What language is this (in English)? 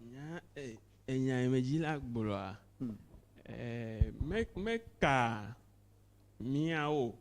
Ewe